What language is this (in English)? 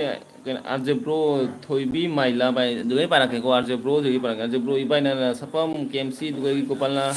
Manipuri